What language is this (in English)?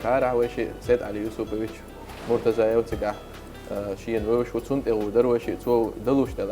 Chechen